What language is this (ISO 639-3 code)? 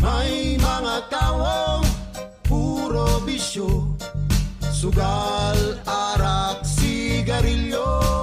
bik